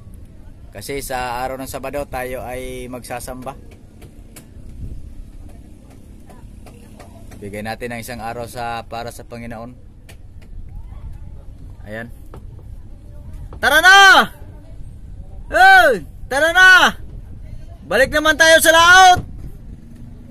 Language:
Filipino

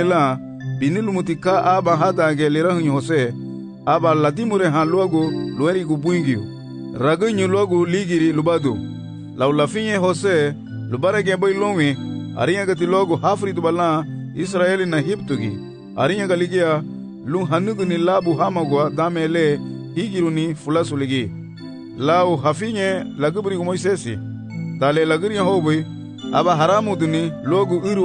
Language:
Garifuna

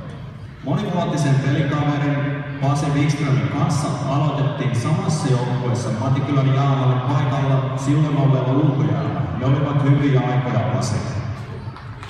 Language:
Finnish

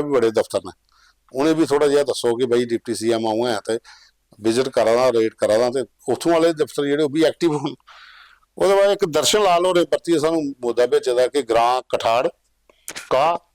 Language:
Dogri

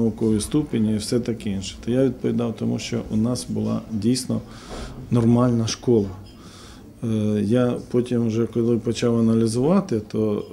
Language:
Ukrainian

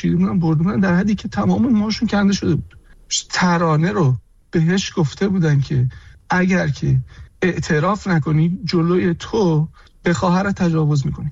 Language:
Persian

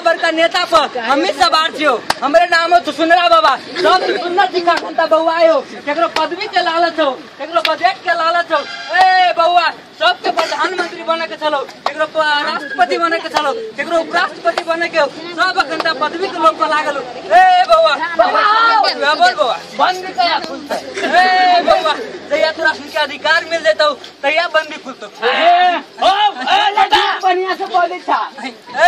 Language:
Maithili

